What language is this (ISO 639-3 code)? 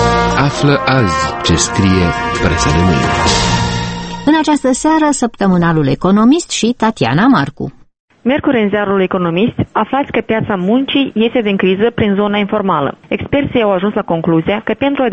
ron